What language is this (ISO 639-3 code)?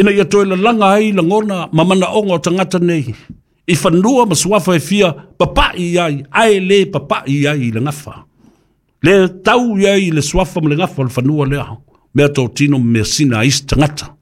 smo